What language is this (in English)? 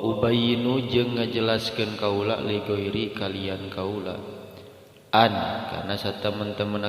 Sundanese